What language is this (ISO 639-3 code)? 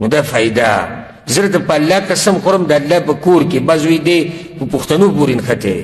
pus